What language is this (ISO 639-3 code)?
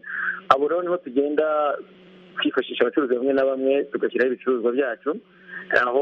kin